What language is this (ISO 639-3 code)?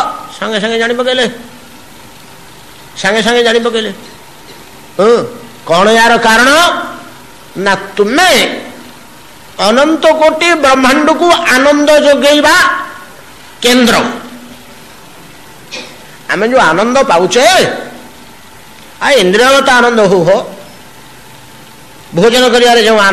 ori